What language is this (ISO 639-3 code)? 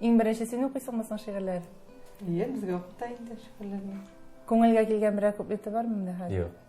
tat